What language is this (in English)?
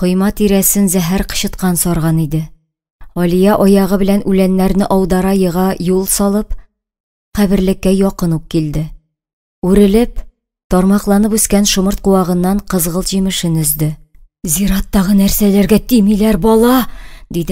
Tatar